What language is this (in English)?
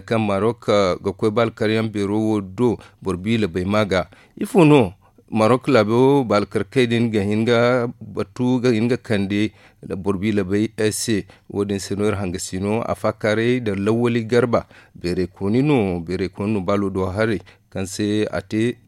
Zarma